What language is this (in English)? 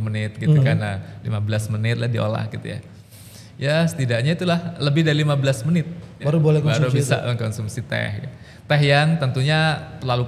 Indonesian